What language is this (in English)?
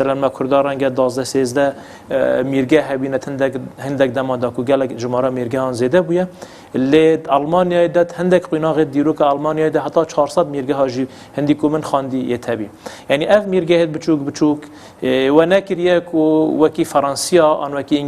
Kurdish